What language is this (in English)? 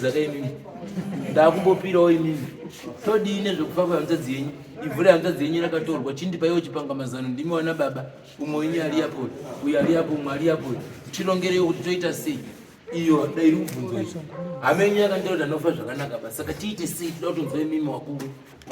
Shona